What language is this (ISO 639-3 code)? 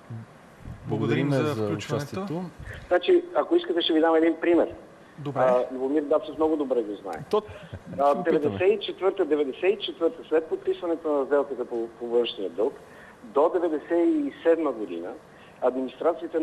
bul